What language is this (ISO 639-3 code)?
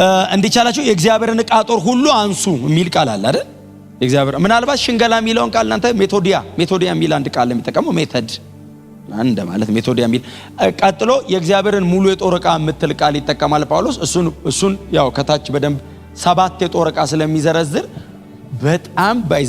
amh